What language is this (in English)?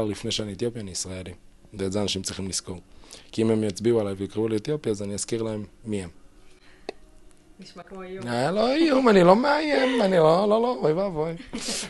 Hebrew